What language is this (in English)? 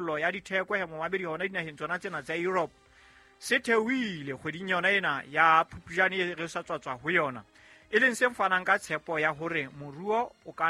Southern Sotho